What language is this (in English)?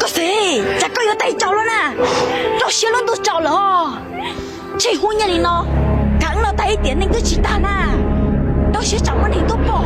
Hmong